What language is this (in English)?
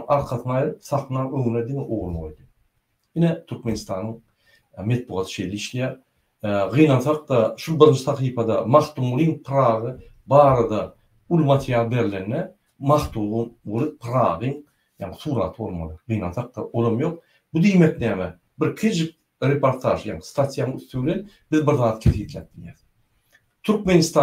Turkmen